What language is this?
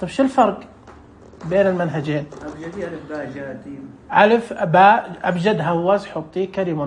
Najdi Arabic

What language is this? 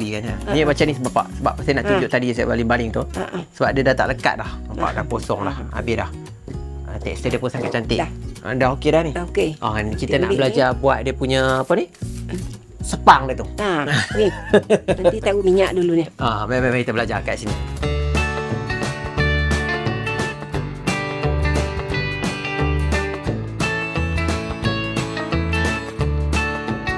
Malay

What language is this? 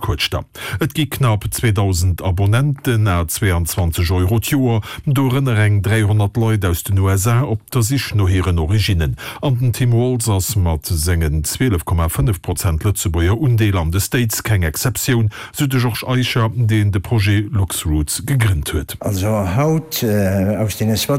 Luxembourgish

